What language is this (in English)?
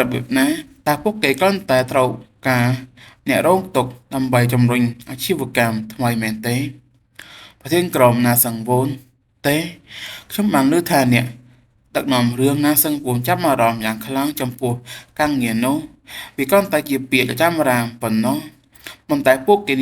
Khmer